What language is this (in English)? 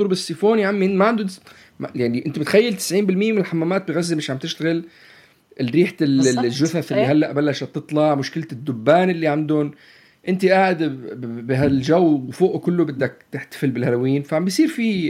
North Levantine Arabic